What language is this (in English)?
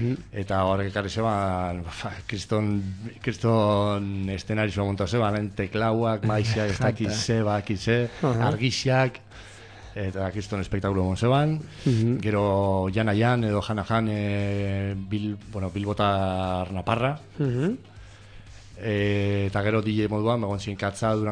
Basque